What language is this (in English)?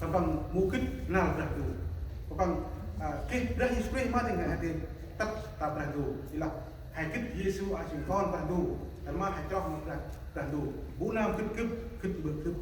Central Mnong